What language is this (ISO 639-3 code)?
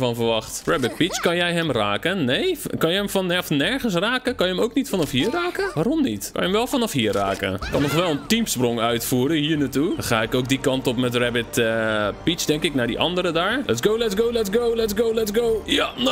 nld